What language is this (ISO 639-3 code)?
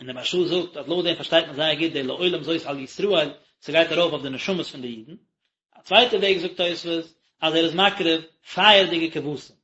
yid